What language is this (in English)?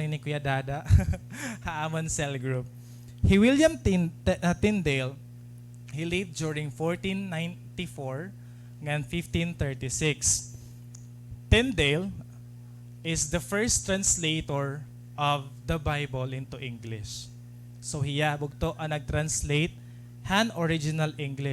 Waray